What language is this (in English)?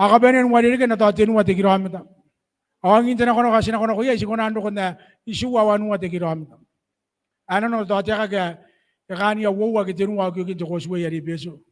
Gilbertese